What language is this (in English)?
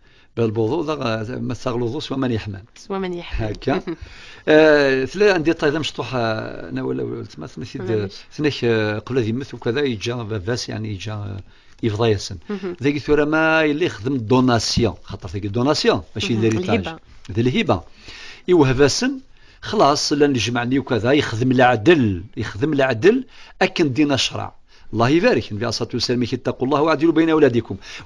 Kabyle